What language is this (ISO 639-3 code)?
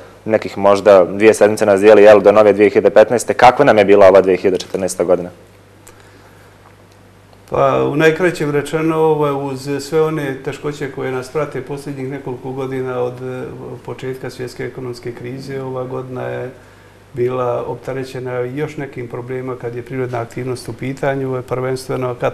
bos